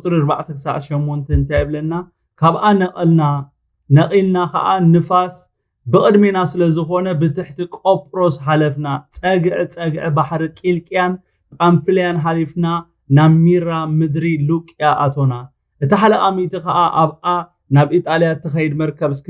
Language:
Tigrinya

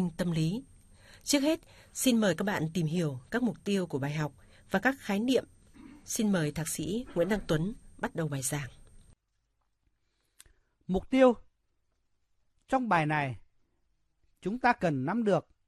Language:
Vietnamese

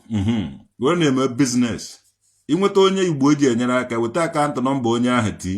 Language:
Igbo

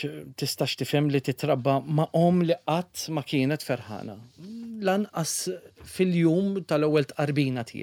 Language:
Maltese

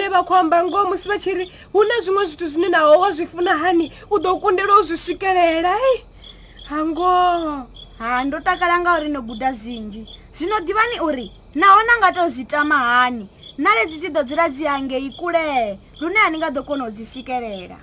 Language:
Venda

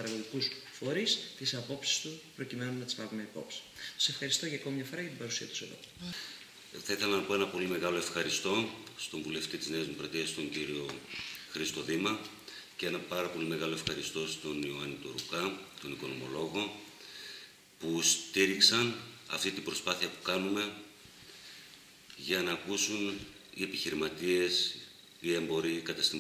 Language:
Greek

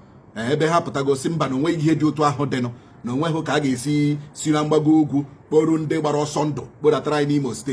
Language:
Igbo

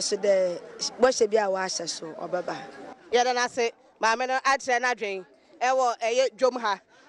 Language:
Akan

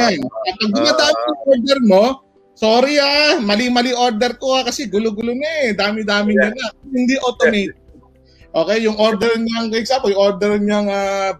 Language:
Filipino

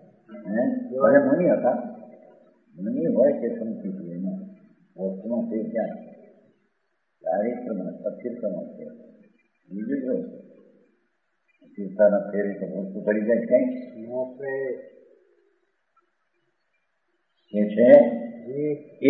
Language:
Gujarati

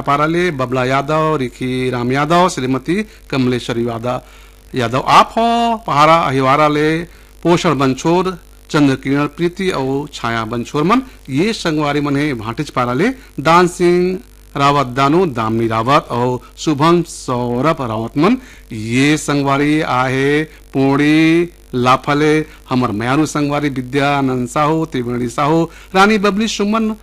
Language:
Chhattisgarhi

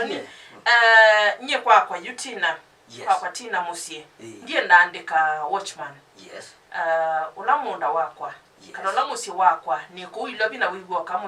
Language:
Kamba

